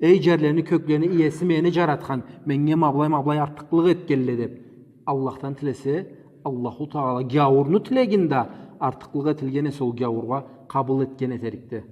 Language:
Karachay-Balkar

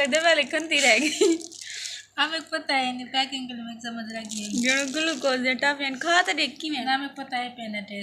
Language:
Saraiki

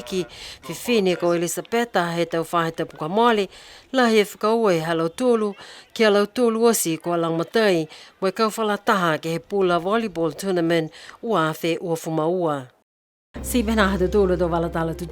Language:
Niuean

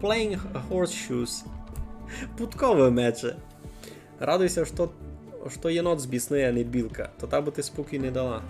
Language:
Rusyn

